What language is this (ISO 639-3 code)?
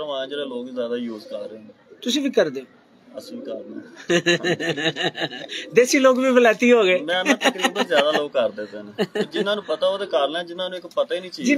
pan